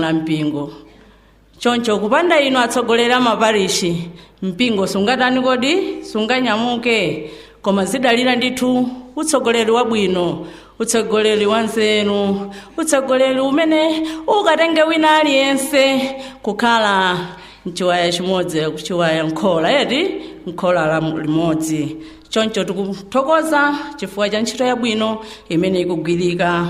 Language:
Nyanja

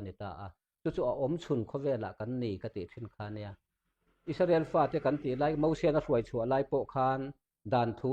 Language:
Mizo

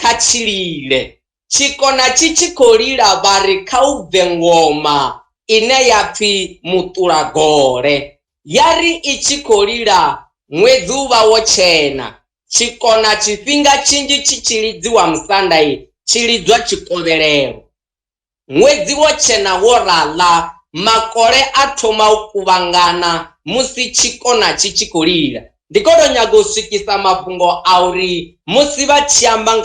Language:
Venda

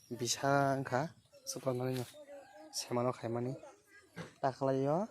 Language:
Kok Borok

